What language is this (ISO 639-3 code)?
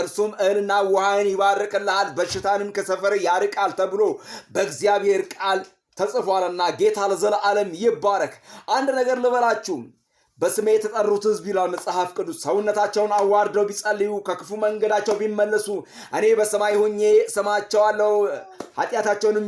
amh